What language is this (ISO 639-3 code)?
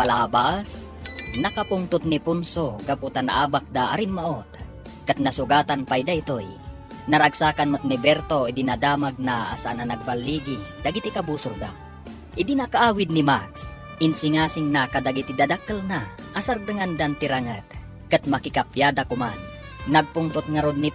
ilo